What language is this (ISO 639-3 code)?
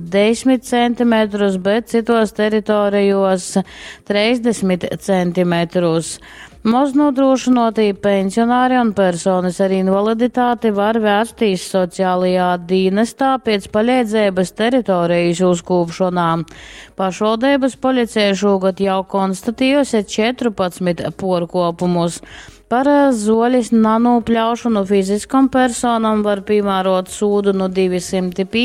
ltg